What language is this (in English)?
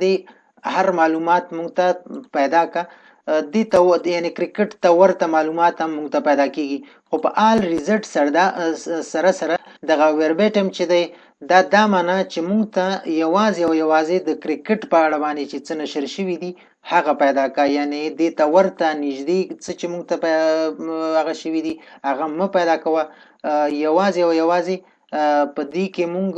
Pashto